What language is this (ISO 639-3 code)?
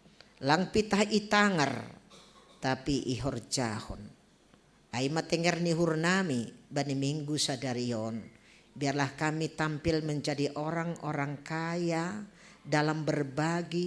bts